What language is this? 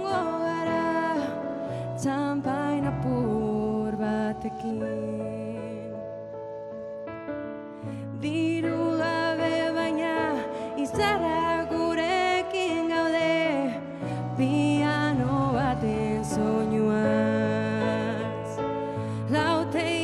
Basque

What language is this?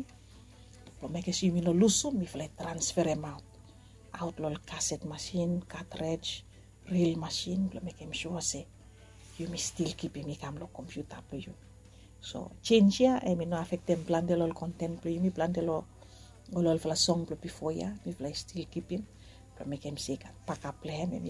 Bislama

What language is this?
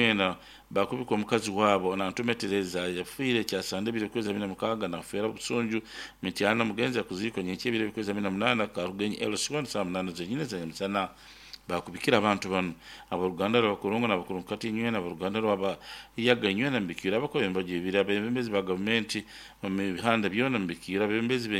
Nyoro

